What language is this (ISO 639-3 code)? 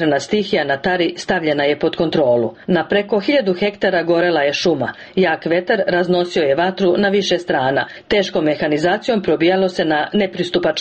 srp